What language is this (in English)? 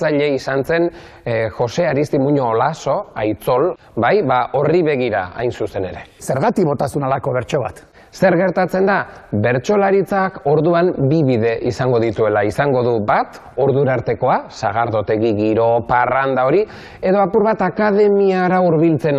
Basque